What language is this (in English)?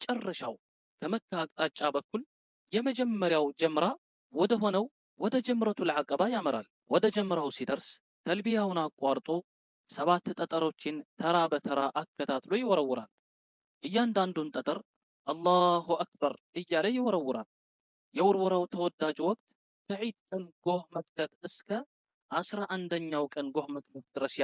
Amharic